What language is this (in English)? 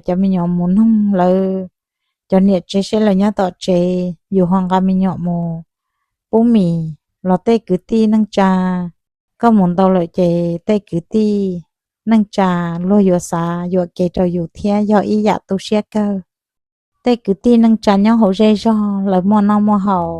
Hmong